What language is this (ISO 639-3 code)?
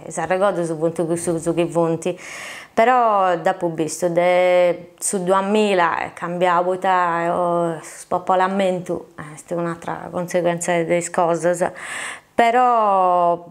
srd